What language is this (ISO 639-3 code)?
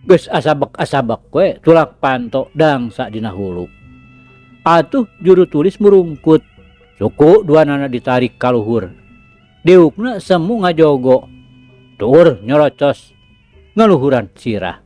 sun